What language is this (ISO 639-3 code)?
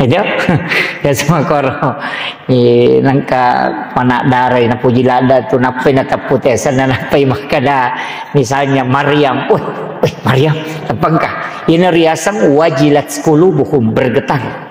bug